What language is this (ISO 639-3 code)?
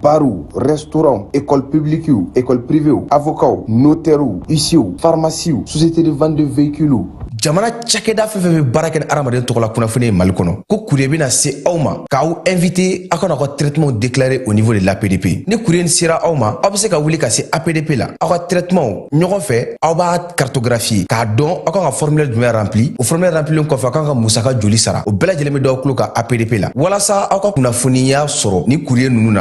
bam